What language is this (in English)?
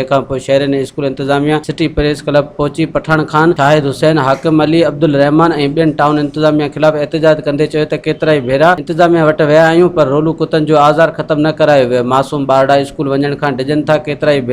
Sindhi